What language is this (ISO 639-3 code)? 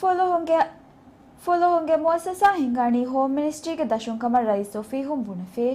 div